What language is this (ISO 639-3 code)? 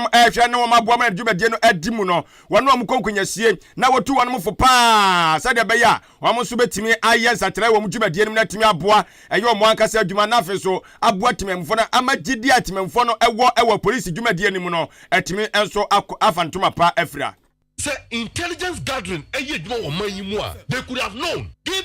aka